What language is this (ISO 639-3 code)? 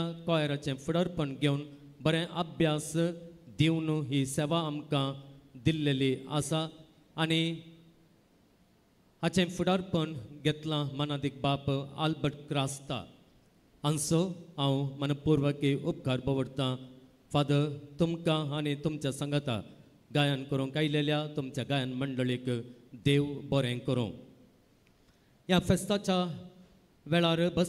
kok